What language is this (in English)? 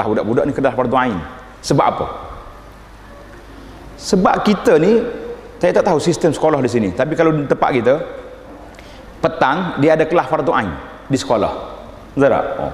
Malay